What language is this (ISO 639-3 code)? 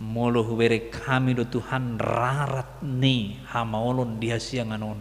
bbc